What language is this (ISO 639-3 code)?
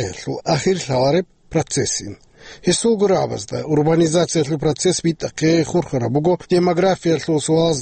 ava